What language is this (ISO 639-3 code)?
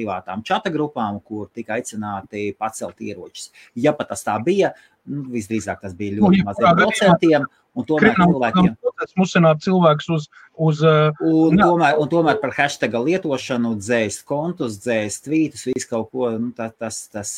lav